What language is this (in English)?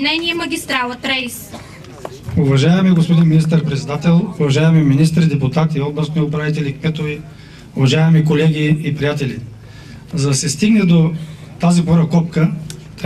Bulgarian